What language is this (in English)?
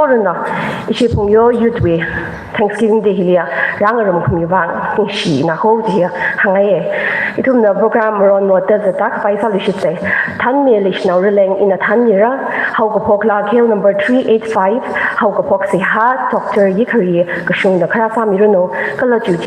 Tangkhul Naga (India)